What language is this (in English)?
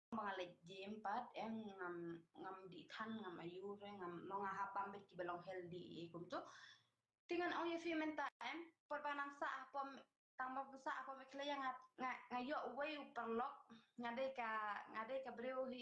Khasi